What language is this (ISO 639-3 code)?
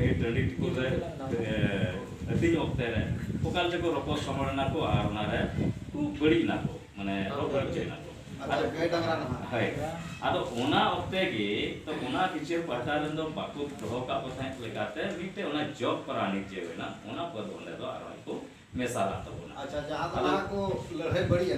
sat